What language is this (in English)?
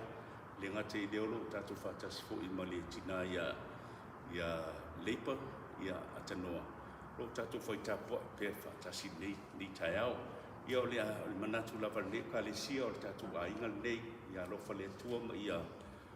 Samoan